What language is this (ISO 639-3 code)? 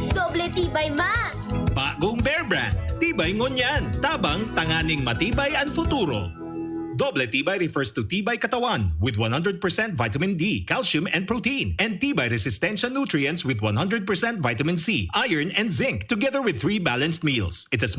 bik